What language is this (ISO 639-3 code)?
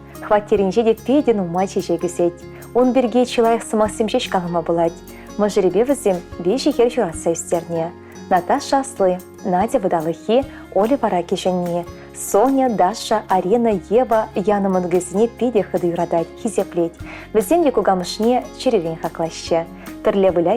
chv